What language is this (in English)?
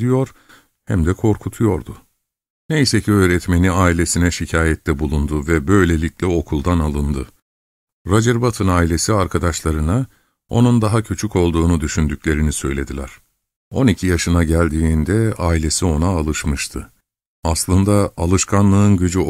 Turkish